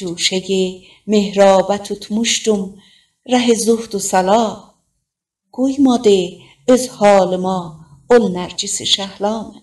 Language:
South Azerbaijani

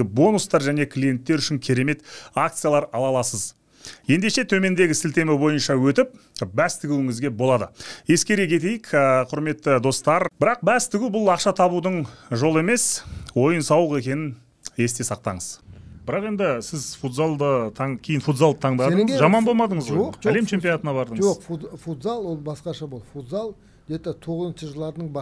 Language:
Kazakh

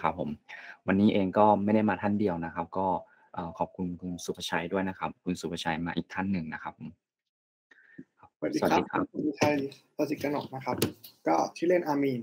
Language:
Thai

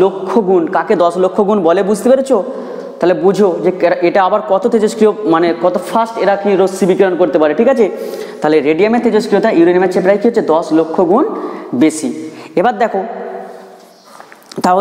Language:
Bangla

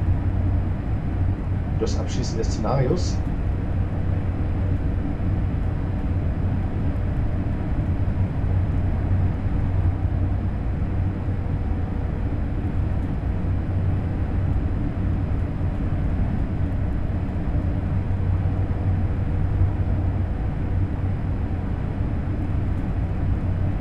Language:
German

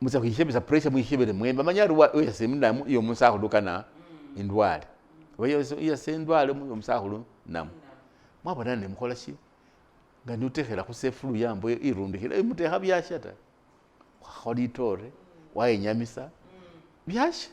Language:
Masaaba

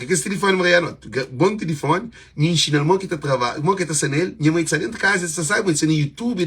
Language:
Kabuverdianu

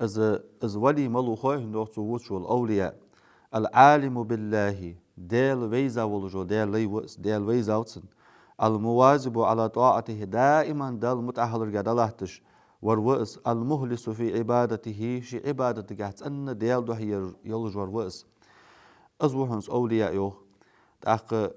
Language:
Ingush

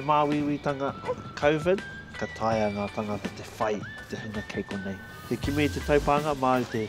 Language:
Māori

